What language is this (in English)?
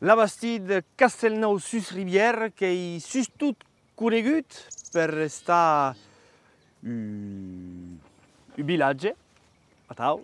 Occitan